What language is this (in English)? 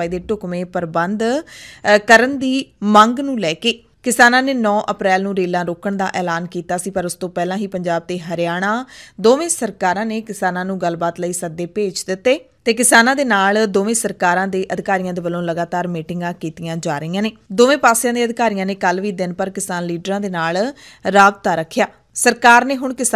Punjabi